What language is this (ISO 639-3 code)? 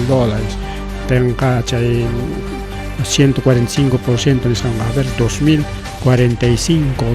quy